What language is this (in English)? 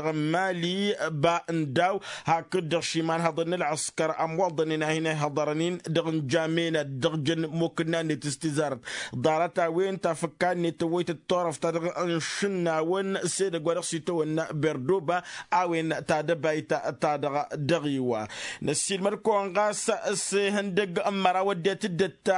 Tamasheq